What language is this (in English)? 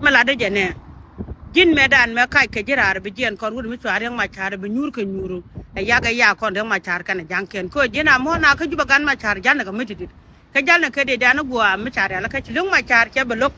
Nuer